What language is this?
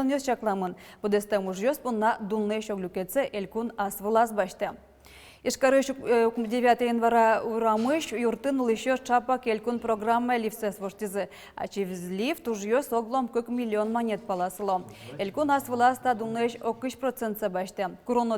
Udmurt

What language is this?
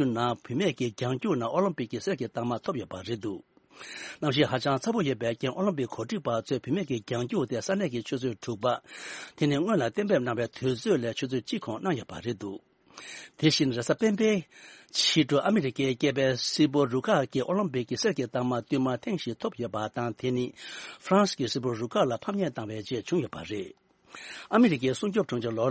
Tibetan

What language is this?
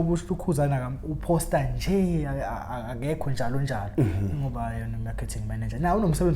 Zulu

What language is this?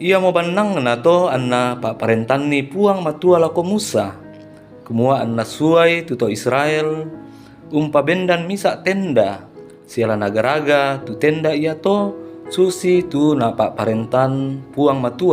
Toraja-Sa'dan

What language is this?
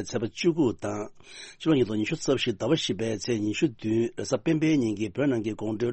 Tibetan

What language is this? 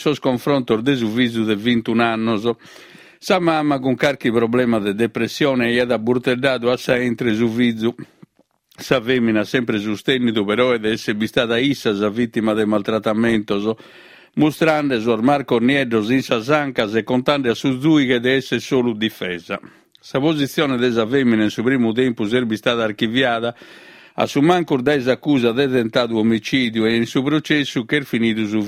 Sardinian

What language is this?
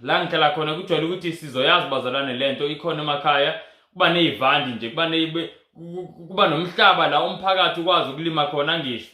Zulu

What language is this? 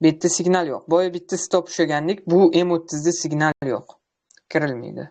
Uzbek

